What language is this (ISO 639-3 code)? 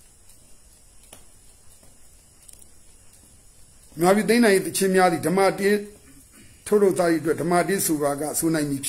mya